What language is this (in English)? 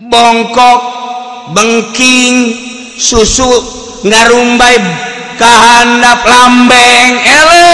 Sundanese